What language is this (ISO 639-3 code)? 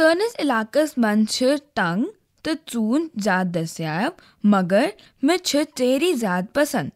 kas